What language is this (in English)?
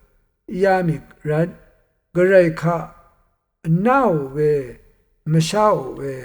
Rawang